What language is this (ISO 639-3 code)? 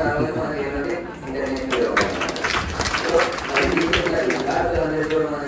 tel